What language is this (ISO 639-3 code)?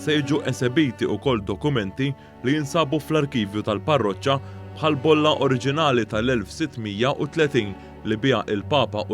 mlt